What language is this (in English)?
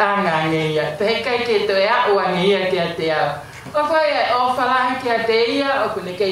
Tongan